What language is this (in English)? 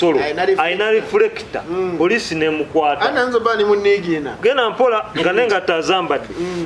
Ganda